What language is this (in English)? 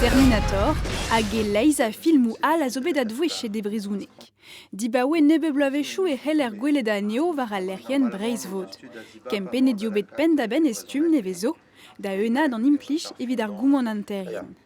Breton